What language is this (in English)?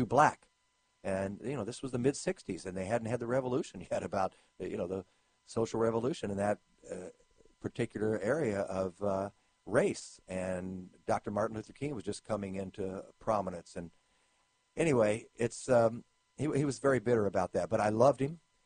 English